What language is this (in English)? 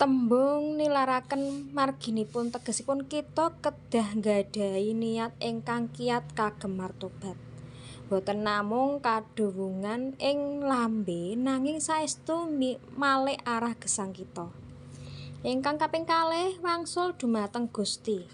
Javanese